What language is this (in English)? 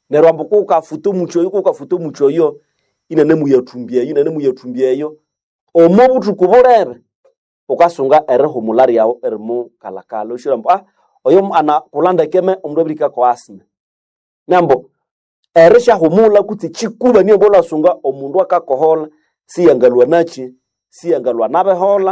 Nande